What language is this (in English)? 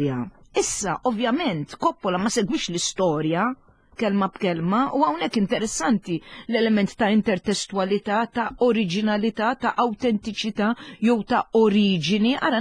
Maltese